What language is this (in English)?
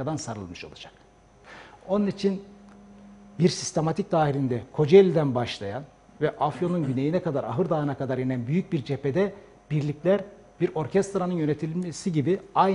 Turkish